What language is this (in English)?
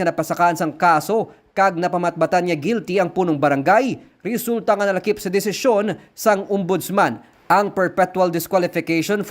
Hiligaynon